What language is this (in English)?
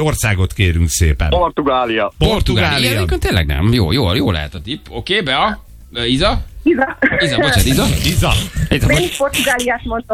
Hungarian